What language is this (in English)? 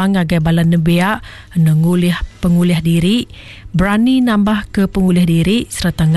Iban